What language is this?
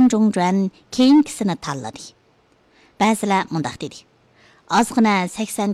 Uyghur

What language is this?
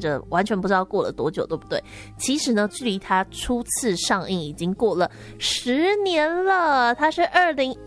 Chinese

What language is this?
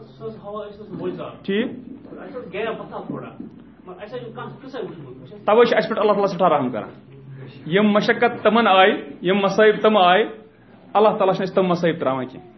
Kashmiri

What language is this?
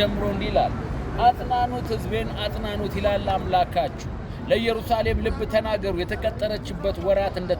Amharic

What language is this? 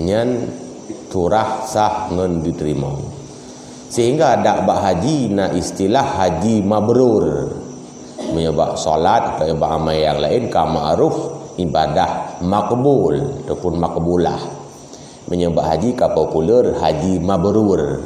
Achinese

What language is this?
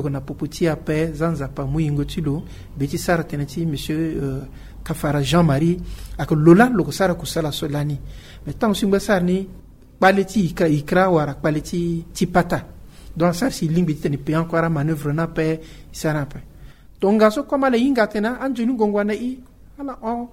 Sango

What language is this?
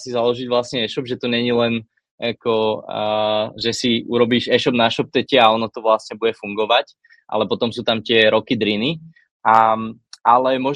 Slovak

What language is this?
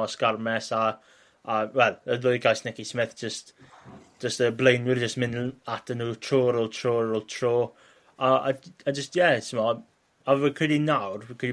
Welsh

